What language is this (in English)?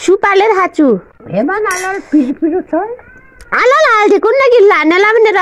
Nepali